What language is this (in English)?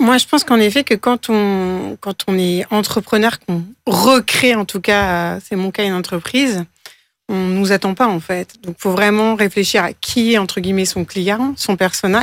French